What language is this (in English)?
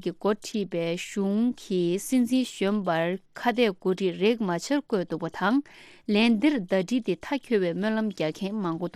Tibetan